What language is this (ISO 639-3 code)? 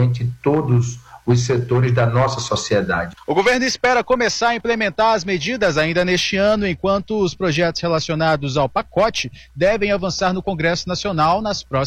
por